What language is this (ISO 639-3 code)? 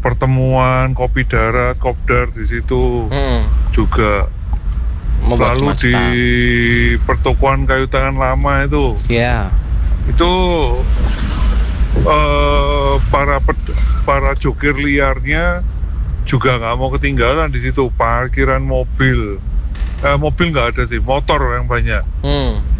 ind